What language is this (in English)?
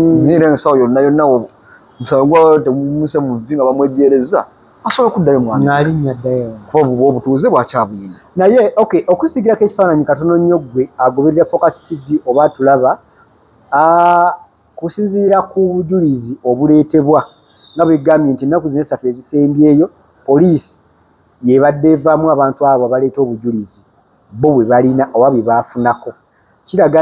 Ganda